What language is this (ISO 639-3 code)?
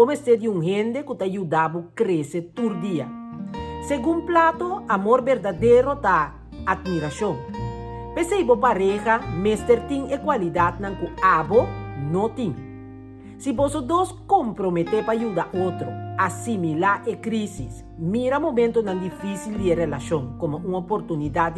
pap